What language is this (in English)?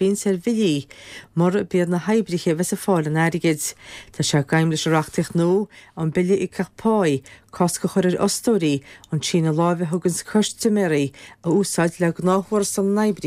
Irish